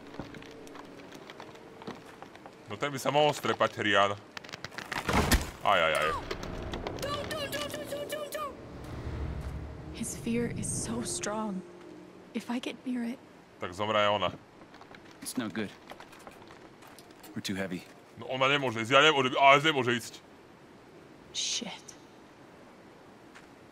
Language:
Slovak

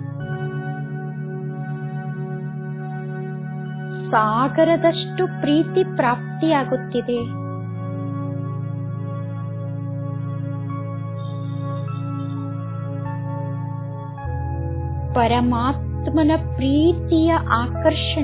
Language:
Kannada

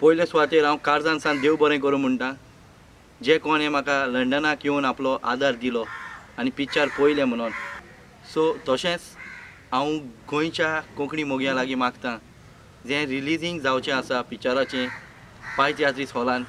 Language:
Konkani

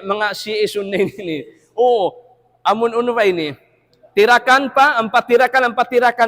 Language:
Tausug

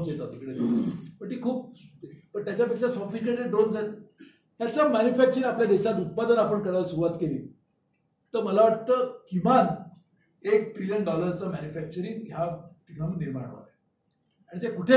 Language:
Marathi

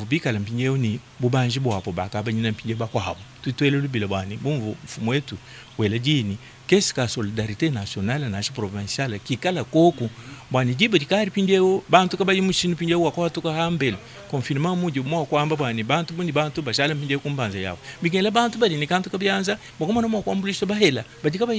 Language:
Luba-Lulua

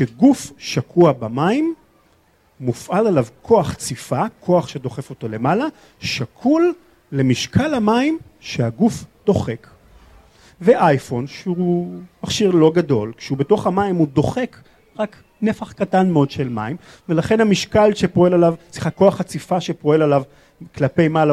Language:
Hebrew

